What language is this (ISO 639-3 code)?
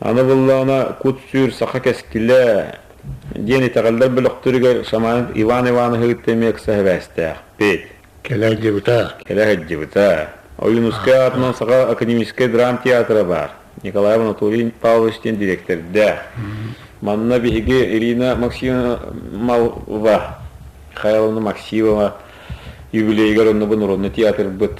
sah